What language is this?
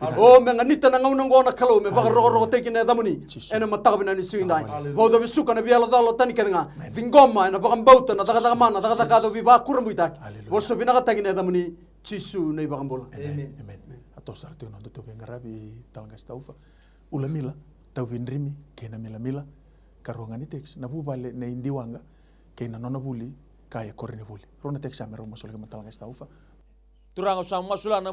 Fijian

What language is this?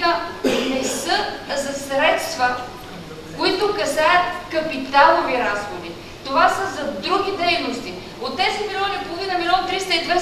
Bulgarian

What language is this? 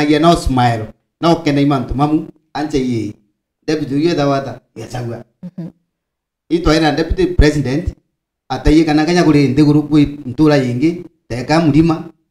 Meru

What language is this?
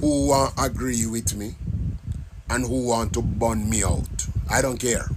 Jamaican Creole English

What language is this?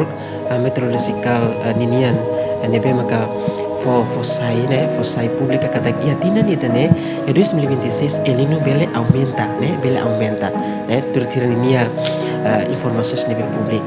Tetum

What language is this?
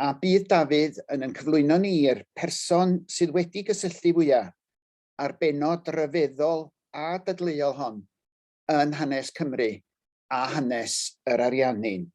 Welsh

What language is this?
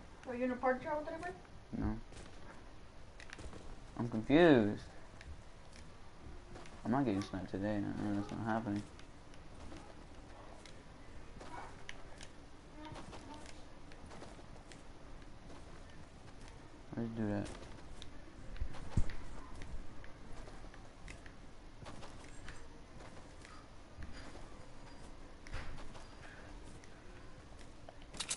English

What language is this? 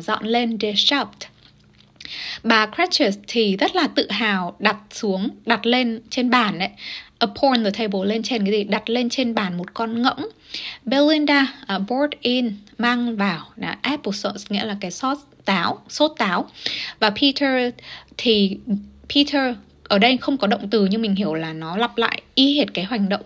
Vietnamese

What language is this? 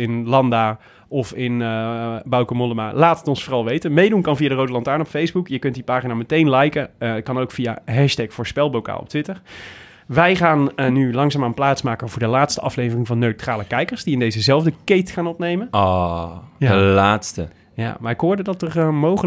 Dutch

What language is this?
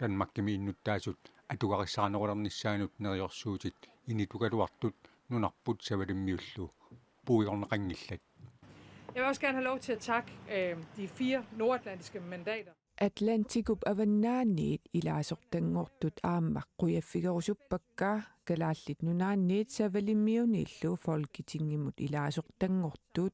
Kalaallisut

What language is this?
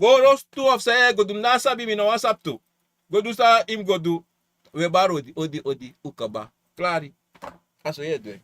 Sranan Tongo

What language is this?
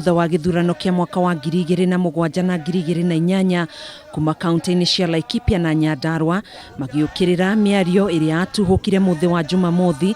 Kikuyu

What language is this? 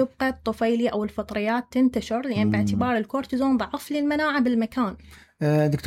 Mesopotamian Arabic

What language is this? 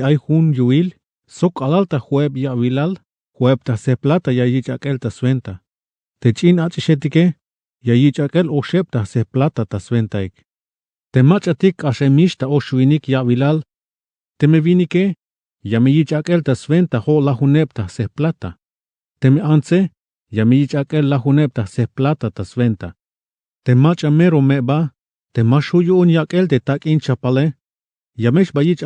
Tzeltal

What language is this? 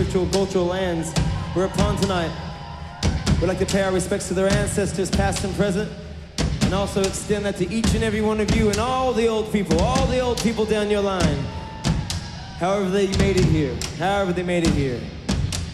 English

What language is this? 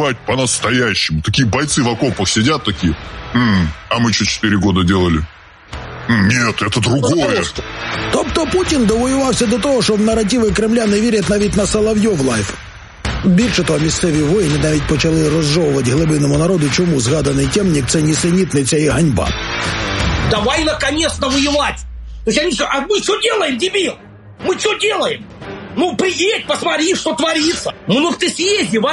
Ukrainian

